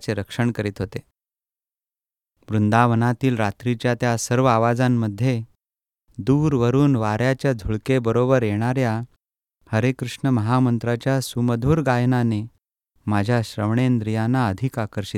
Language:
Marathi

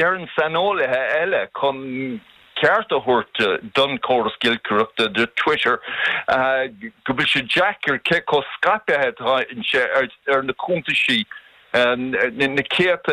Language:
Irish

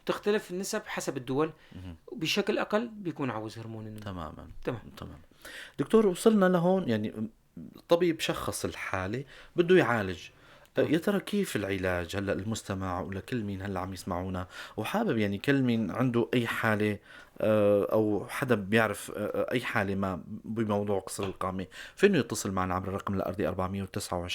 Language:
North Levantine Arabic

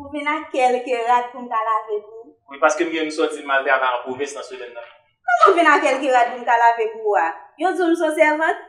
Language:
Haitian Creole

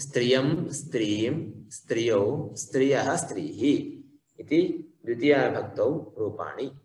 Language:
Sanskrit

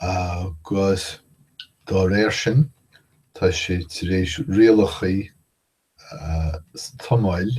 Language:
Irish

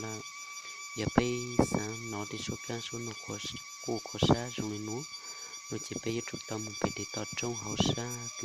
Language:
Hmong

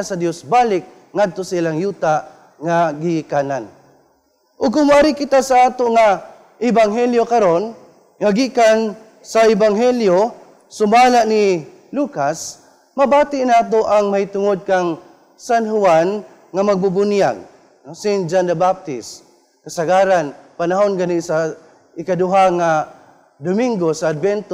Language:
Cebuano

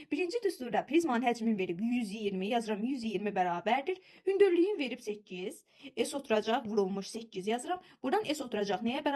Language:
Azerbaijani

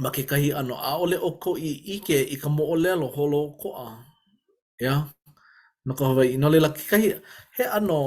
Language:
Hawaiian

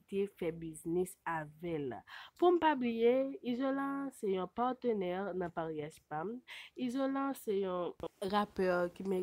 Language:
Haitian Creole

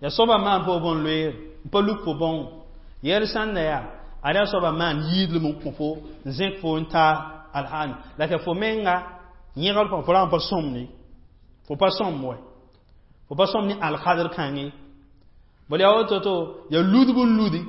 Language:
Mossi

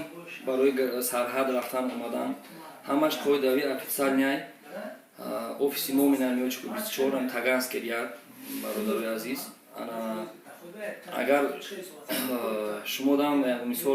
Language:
Tajik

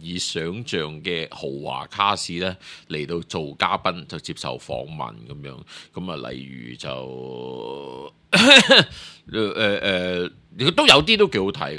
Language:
Cantonese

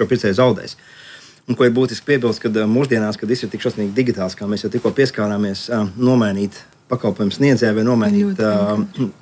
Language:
Latvian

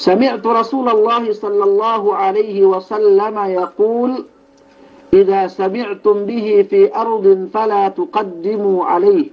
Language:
Yakan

